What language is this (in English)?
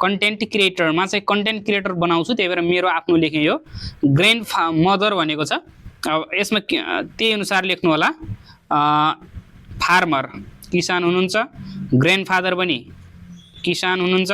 Nepali